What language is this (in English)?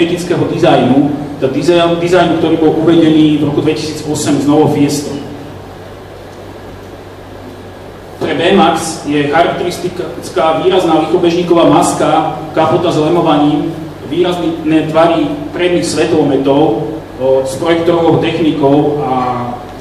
Slovak